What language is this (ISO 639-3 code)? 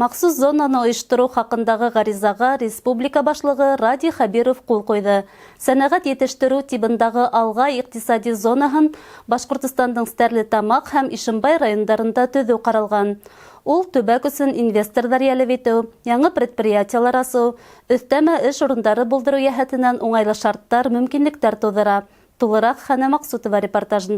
bak